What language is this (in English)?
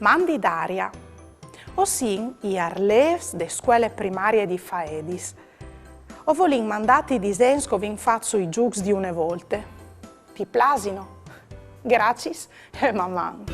Friulian